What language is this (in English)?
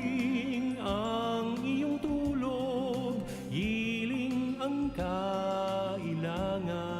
Bikol